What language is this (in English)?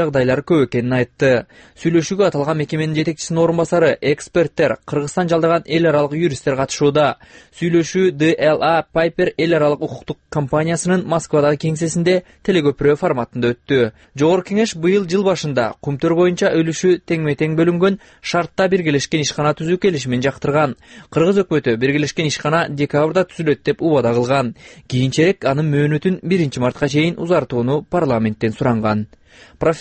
Kyrgyz